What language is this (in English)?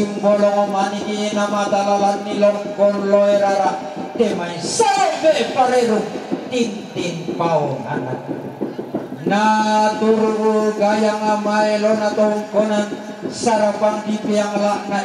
Toraja-Sa'dan